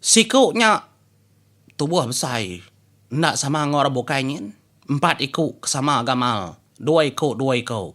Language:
Iban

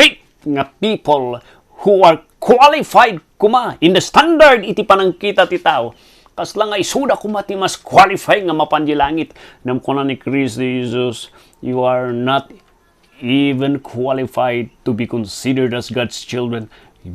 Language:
Iloko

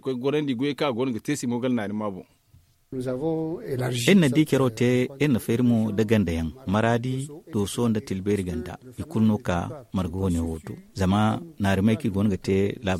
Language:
Zarma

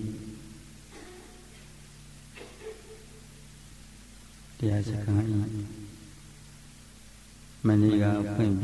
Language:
Burmese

